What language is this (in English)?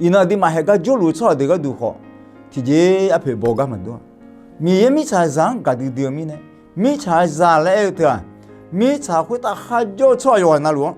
Akha